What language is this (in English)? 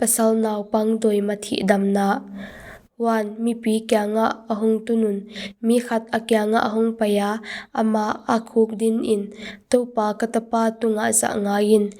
Paite Chin